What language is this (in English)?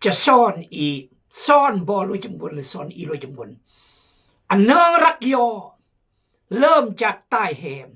Khmu